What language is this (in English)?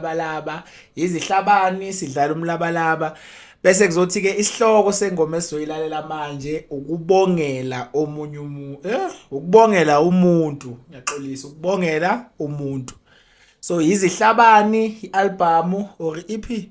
Zulu